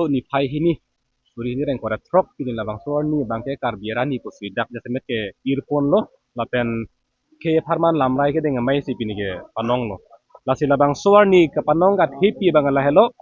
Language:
Karbi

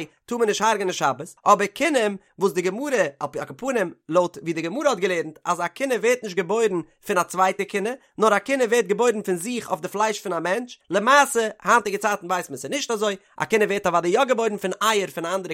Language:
Yiddish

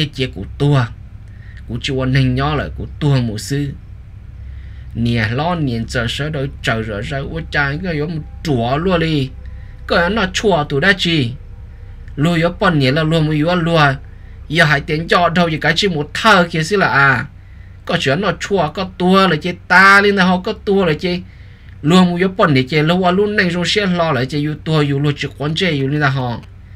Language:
Vietnamese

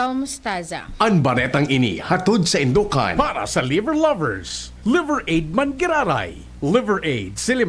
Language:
Bikol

